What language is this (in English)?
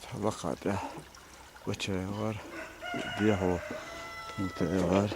Chechen